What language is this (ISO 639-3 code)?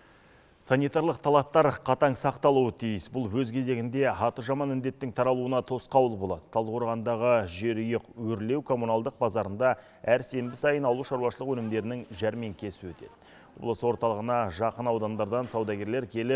kaz